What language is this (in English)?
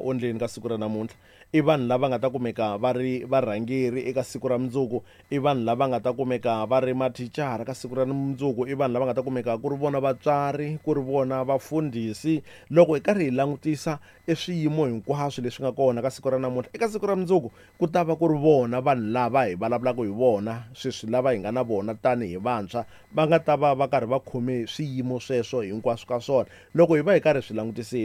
Tsonga